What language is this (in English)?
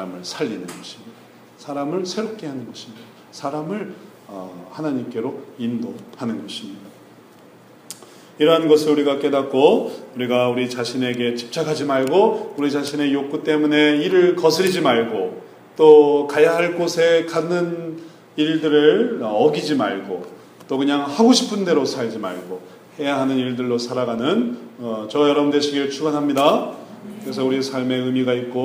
Korean